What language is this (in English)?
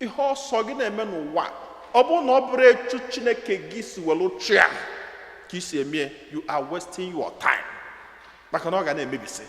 Igbo